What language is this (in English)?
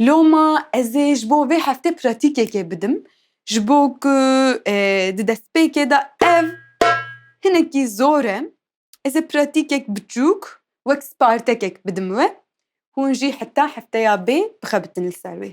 Kurdish